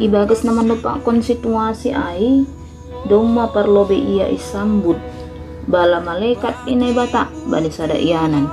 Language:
Batak Simalungun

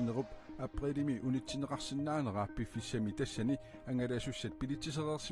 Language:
Kalaallisut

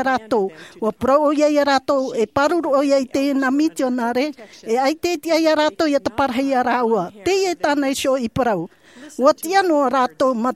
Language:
Tahitian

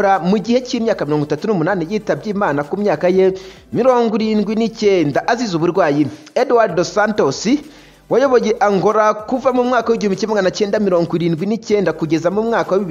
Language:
Kinyarwanda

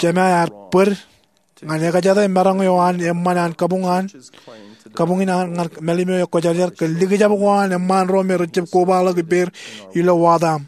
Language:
Marshallese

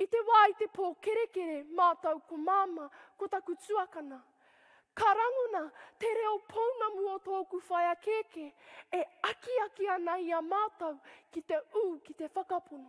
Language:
Māori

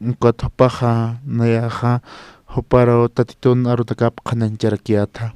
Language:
Aymara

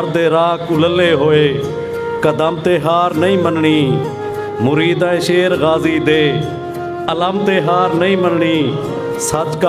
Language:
Saraiki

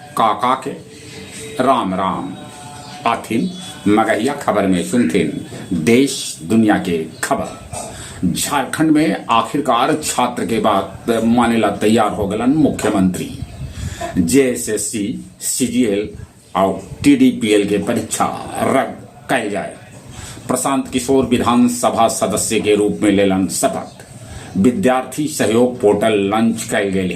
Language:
Magahi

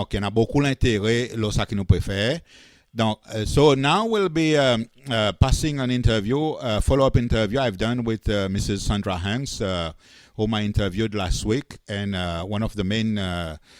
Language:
Seselwa Creole French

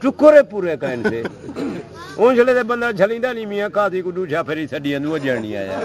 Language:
Saraiki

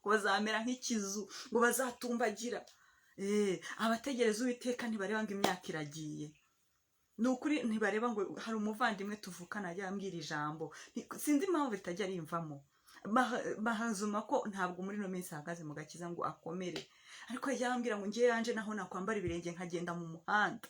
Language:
Kinyarwanda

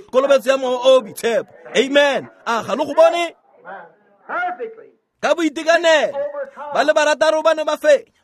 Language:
Tswana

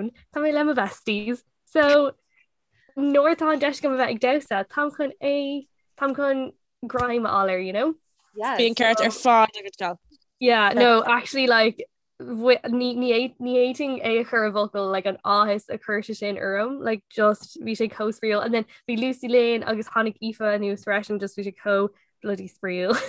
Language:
Irish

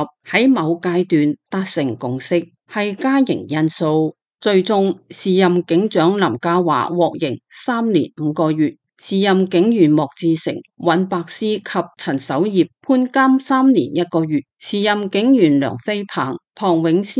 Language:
Cantonese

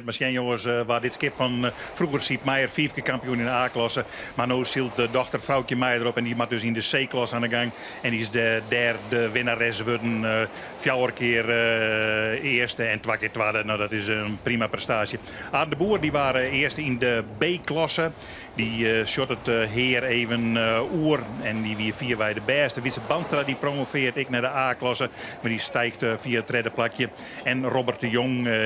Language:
Western Frisian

